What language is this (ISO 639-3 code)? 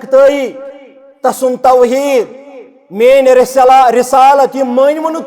kas